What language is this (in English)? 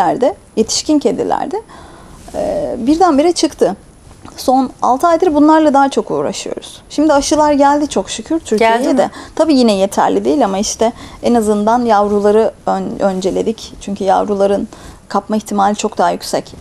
Turkish